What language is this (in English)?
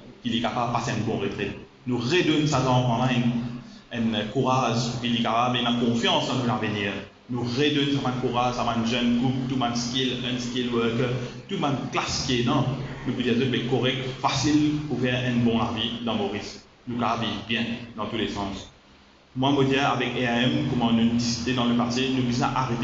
Morisyen